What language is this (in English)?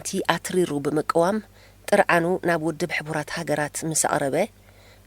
Tigrinya